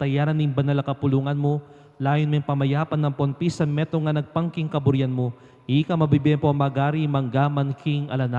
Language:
Pampanga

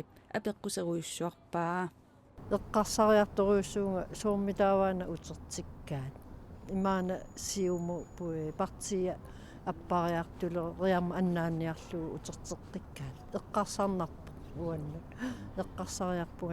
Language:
Kalaallisut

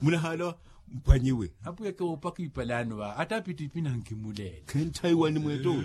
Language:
Makhuwa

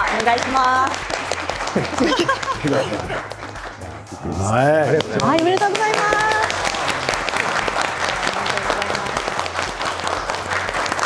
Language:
Japanese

